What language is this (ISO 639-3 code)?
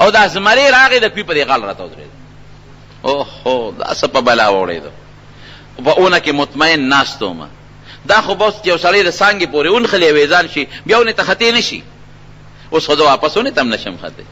pus